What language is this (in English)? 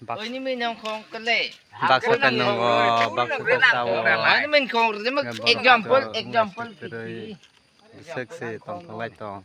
Kok Borok